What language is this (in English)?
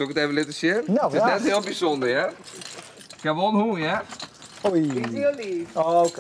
Western Frisian